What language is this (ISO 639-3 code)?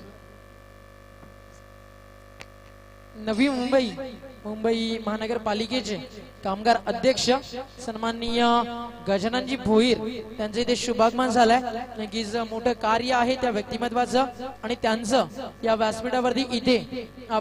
mar